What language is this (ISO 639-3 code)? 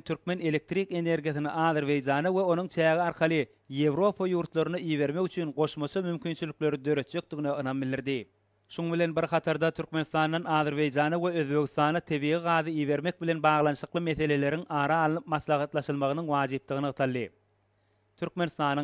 tuk